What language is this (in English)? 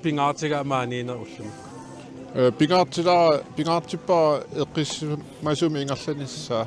Kalaallisut